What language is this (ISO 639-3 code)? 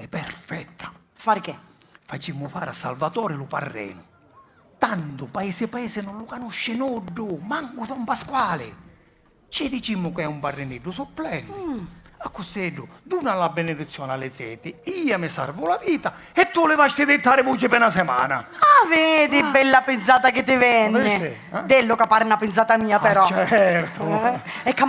scn